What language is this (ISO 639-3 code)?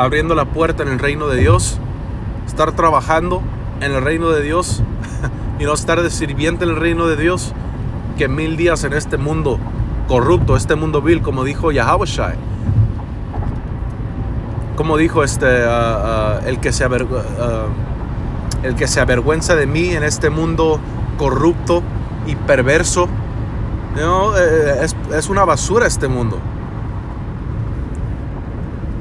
spa